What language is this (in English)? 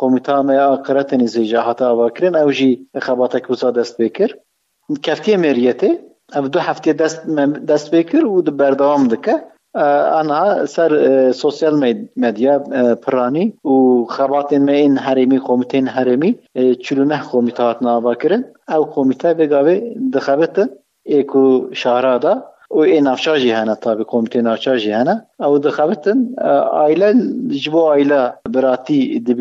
Kurdish